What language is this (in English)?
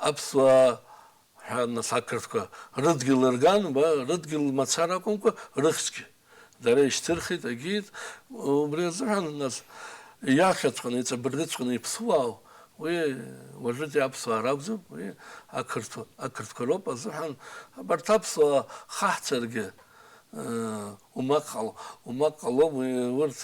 Abkhazian